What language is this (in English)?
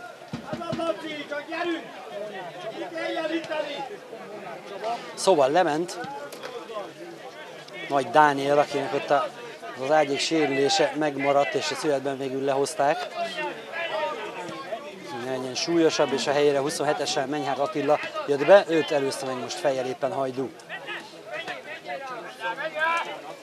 Hungarian